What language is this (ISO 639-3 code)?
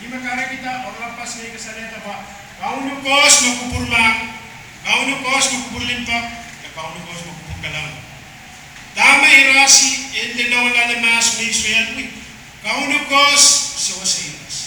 pon